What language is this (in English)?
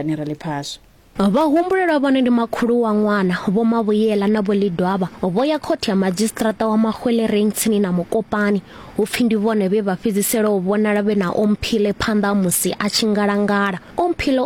Venda